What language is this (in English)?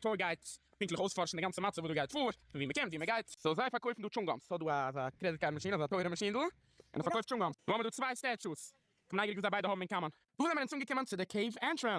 Yiddish